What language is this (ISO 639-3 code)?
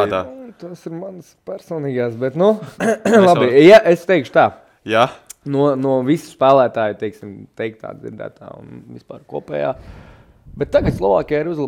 lav